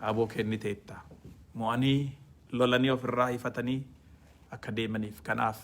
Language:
Oromo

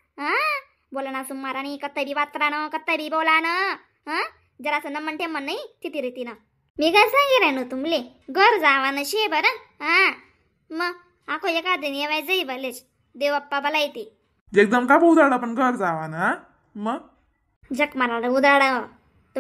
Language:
Khandesi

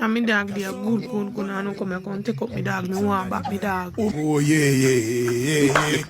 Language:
Jamaican Creole English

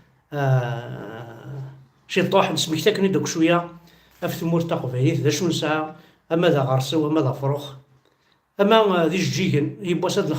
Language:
Kabyle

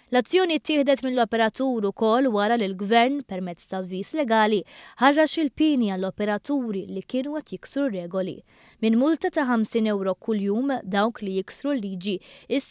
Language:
Maltese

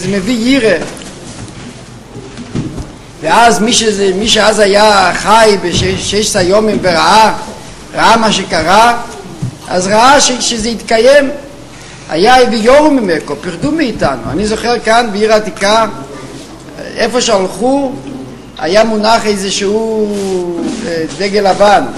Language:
Hebrew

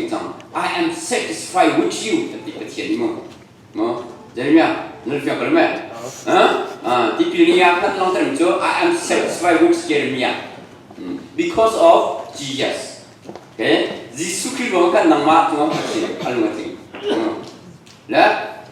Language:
Hakha Chin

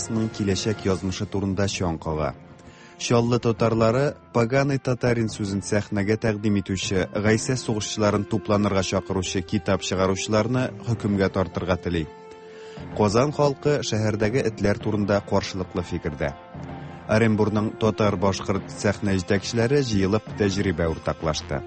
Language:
Tatar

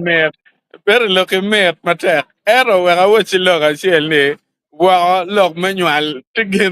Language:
Acoli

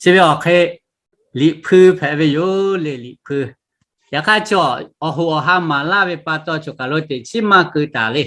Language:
Lahu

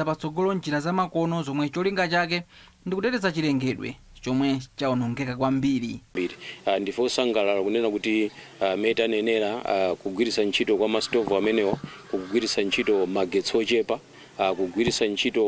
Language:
Nyanja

